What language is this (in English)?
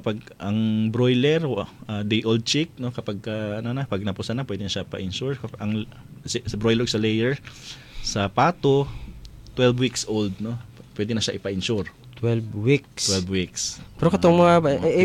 Filipino